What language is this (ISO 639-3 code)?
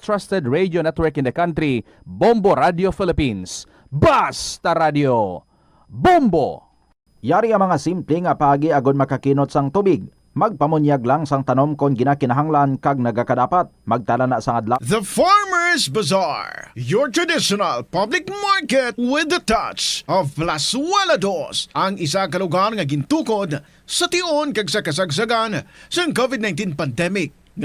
hil